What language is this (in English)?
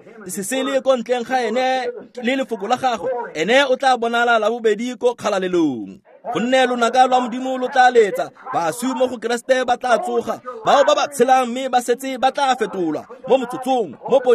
Tswana